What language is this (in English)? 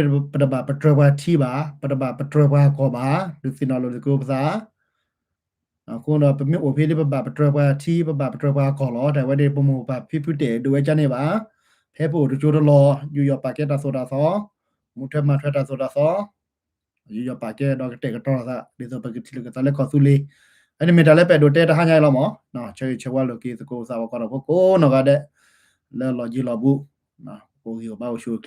S'gaw Karen